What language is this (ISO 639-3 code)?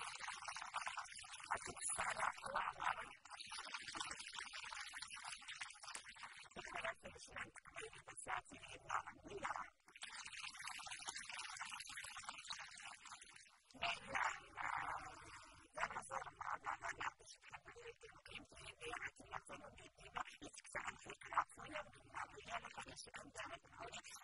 ara